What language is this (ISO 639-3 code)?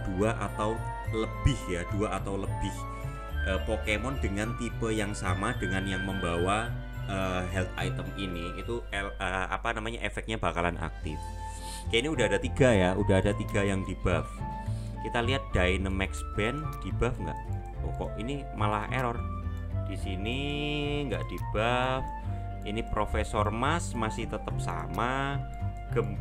ind